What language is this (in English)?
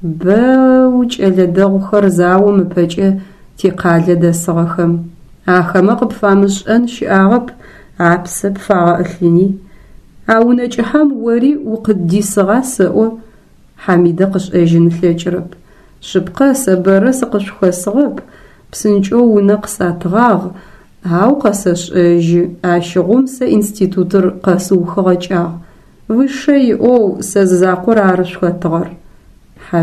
Adyghe